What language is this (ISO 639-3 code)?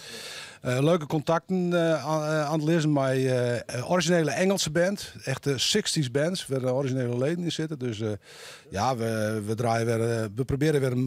fry